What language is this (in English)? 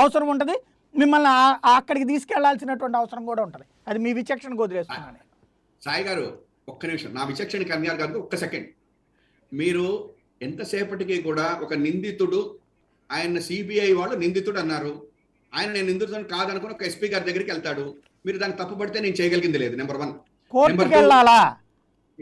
Telugu